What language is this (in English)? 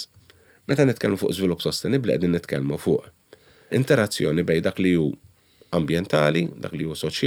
Maltese